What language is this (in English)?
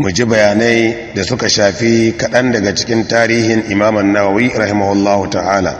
Hausa